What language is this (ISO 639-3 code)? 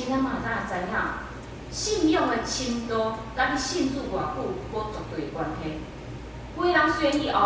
nan